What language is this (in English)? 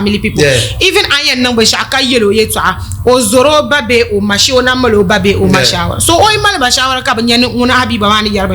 Dagbani